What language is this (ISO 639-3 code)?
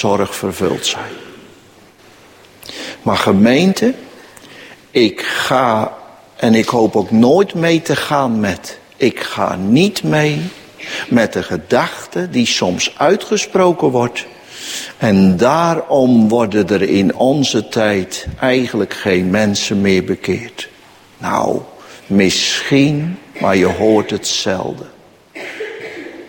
nld